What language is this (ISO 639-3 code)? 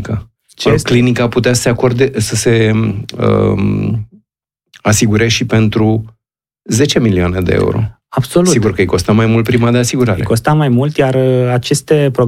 ron